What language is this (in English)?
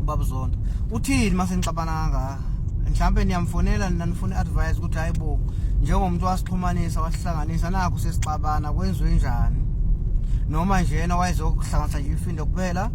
Zulu